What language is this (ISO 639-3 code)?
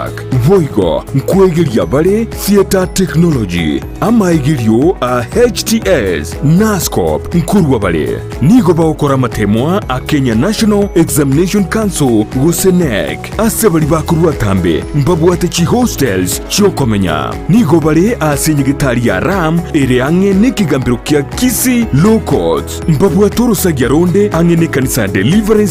guz